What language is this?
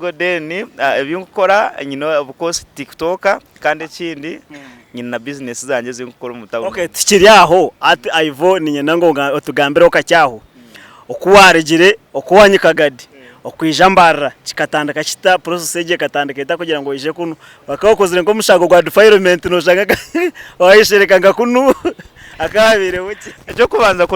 Nyankole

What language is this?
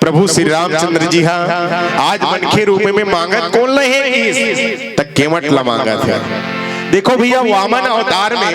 Chhattisgarhi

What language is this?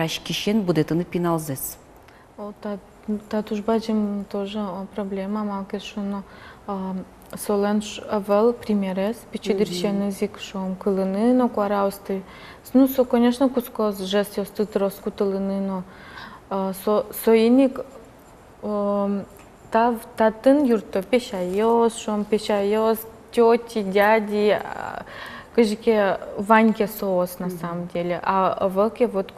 Udmurt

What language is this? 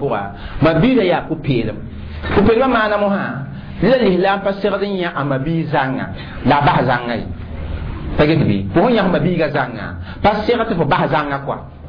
Mossi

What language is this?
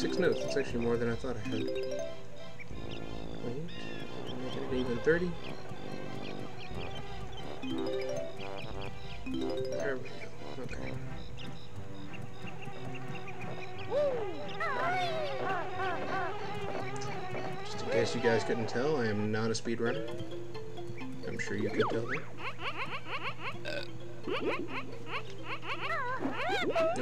English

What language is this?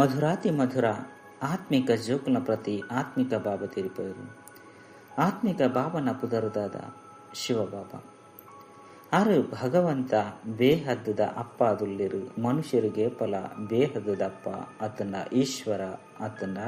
Tulu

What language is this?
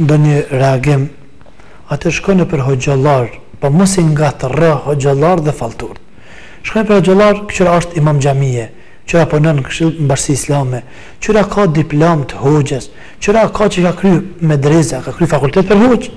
Albanian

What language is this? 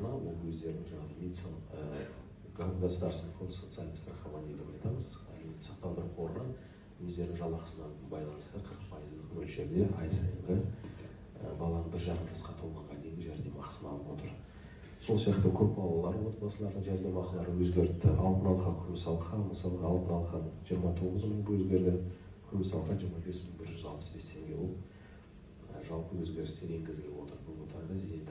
Kazakh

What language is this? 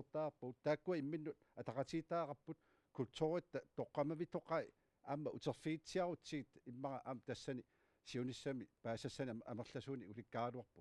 Kalaallisut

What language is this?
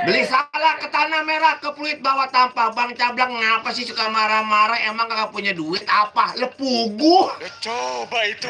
Betawi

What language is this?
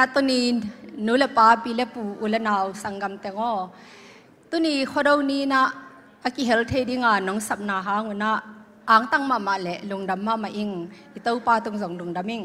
Tedim Chin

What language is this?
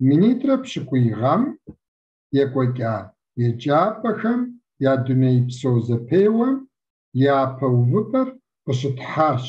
Kabardian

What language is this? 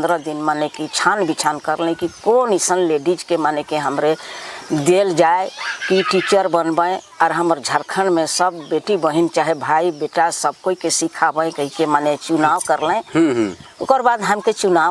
Sadri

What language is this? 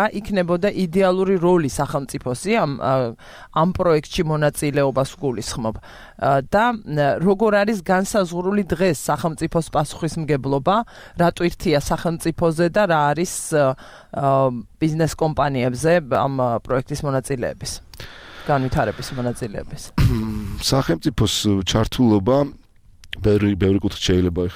Georgian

